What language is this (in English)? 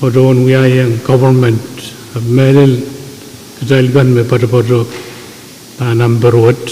Pohnpeian